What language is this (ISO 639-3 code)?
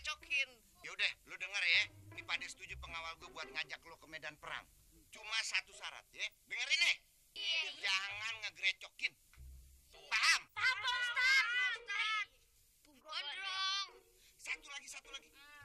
bew